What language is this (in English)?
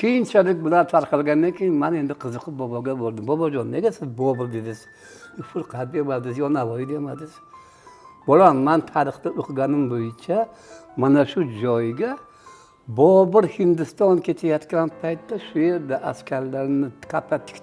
Uzbek